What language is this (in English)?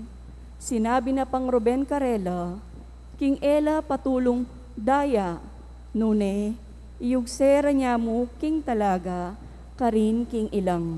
Pampanga